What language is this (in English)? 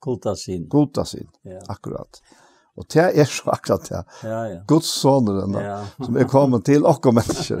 Faroese